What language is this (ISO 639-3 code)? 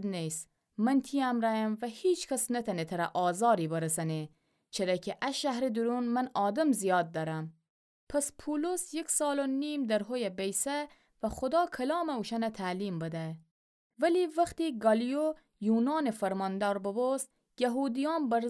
glk